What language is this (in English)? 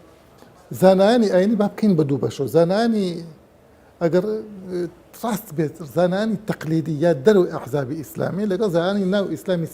Central Kurdish